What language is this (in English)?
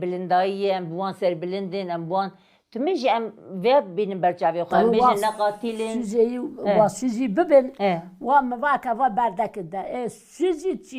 Kurdish